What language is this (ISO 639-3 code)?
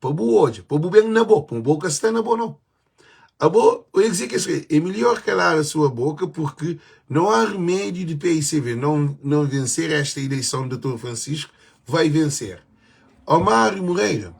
kea